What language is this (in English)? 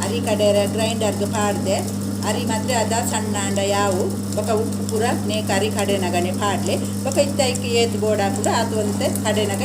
Tulu